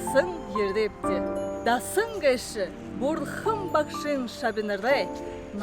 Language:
Buriat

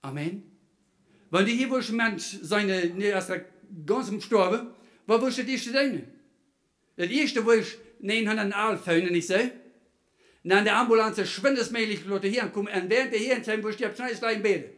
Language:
Plautdietsch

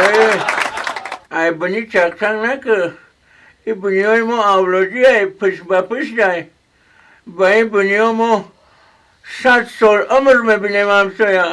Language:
Tajik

